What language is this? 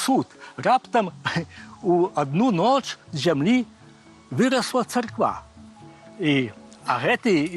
Belarusian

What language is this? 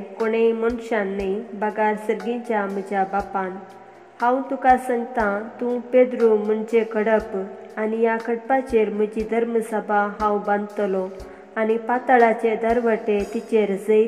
Konkani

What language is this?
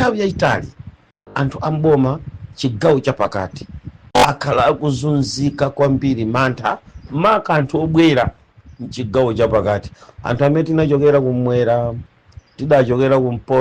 Nyanja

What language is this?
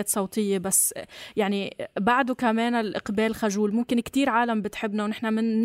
North Levantine Arabic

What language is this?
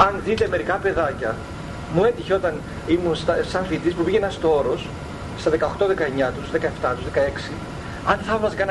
Greek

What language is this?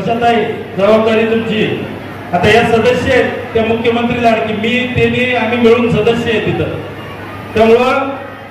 Marathi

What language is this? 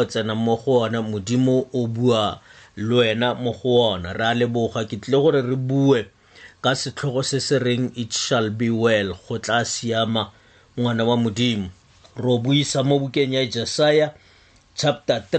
Tswana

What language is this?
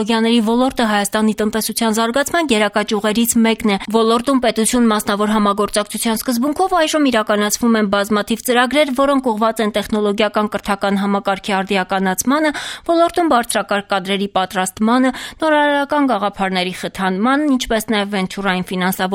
Armenian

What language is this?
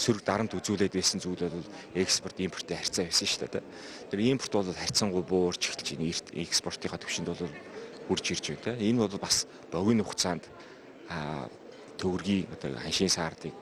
Mongolian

